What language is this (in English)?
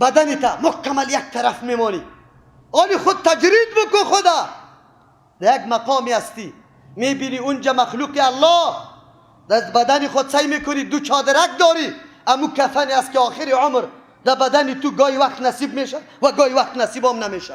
Persian